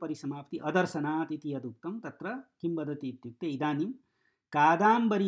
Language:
Sanskrit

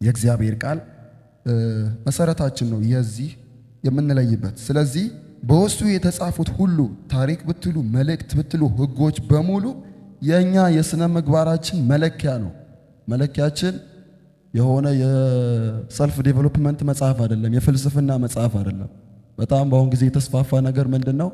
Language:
Amharic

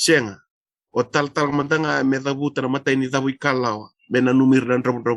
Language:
Fijian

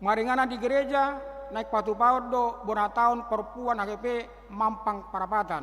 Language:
Batak Toba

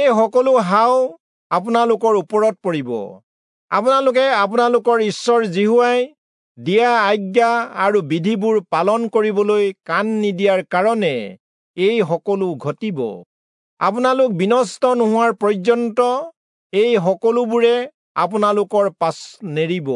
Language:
Assamese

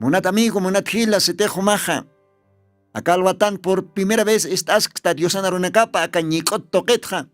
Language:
Aymara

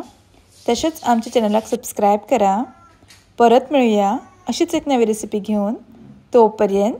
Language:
Konkani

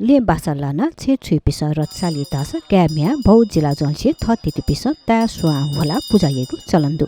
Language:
Newari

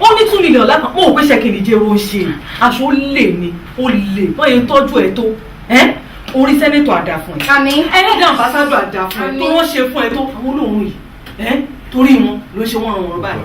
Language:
Yoruba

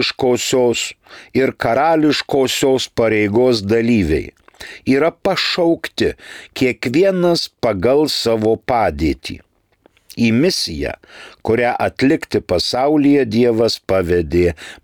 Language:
Lithuanian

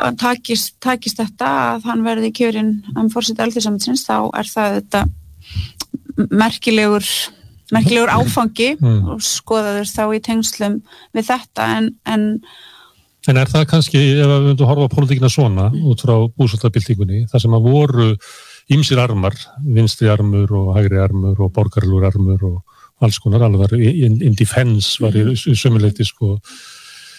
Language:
Icelandic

